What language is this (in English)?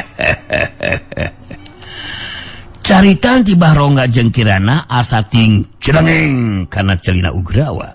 Sundanese